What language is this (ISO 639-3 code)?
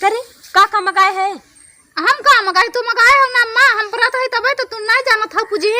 awa